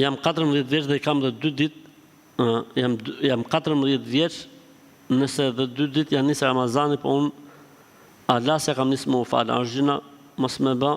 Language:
Albanian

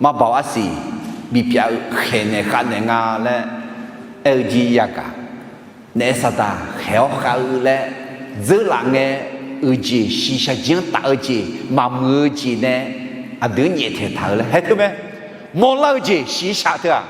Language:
Akha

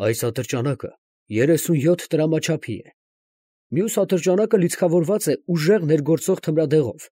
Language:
Armenian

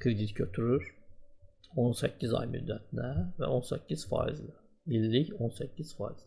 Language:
Azerbaijani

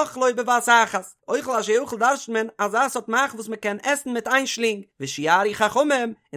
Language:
Yiddish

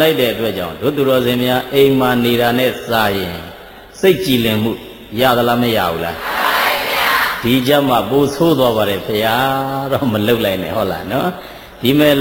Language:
Burmese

